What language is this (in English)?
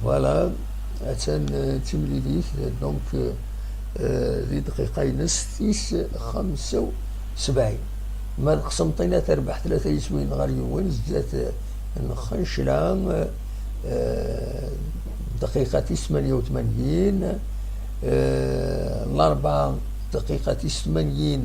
Kabyle